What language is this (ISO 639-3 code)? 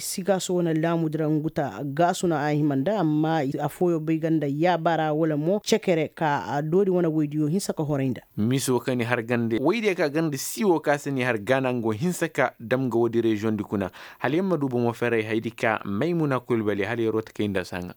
ses